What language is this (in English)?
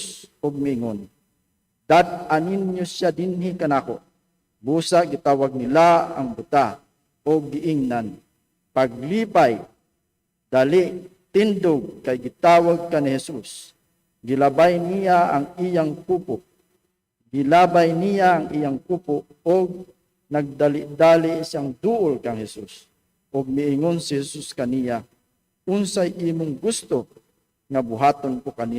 Cebuano